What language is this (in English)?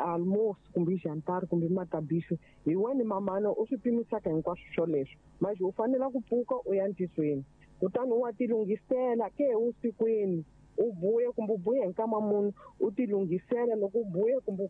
Tsonga